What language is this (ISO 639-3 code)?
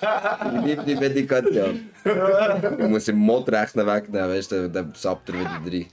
gsw